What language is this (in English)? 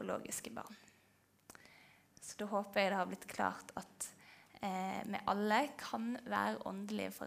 Norwegian